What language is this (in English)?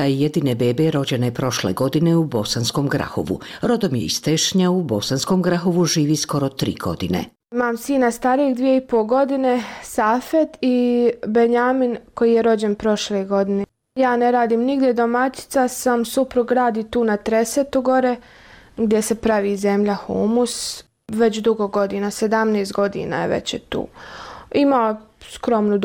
Bosnian